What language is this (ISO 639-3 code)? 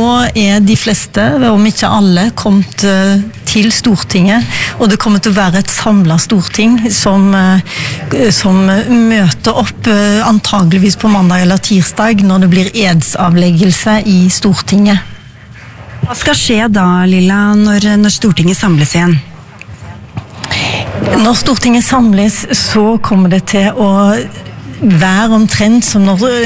nor